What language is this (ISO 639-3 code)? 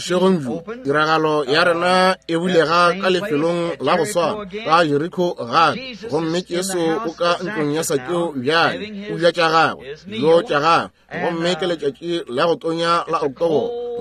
nso